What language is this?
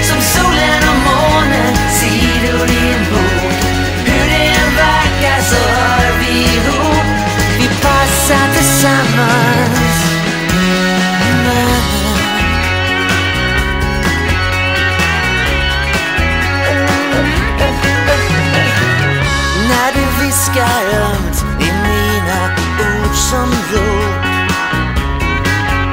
Swedish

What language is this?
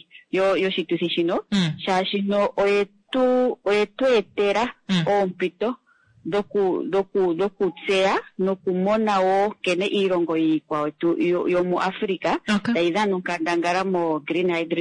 Kuanyama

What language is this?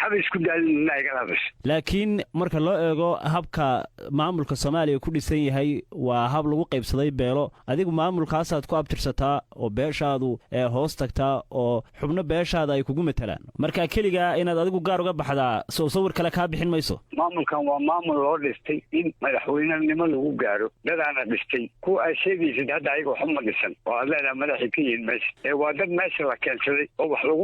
Somali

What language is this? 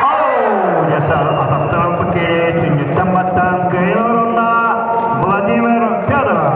Yakut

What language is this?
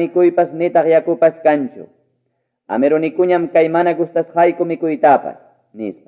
Ayacucho Quechua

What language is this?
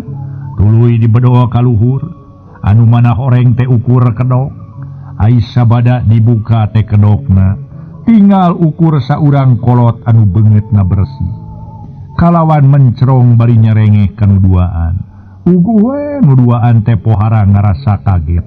Sundanese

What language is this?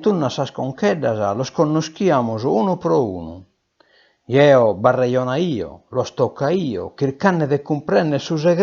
Sardinian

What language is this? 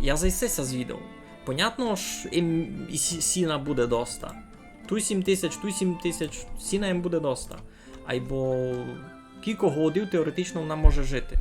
Rusyn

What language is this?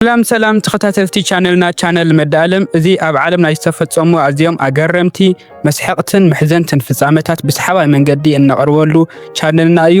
Tigrinya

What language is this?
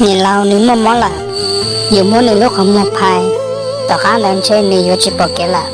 Hmong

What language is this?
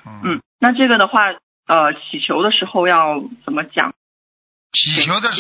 Chinese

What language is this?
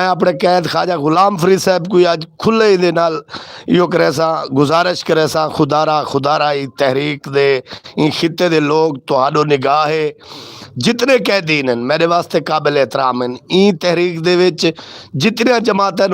Saraiki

